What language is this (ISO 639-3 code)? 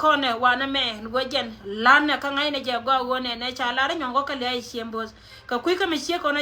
nus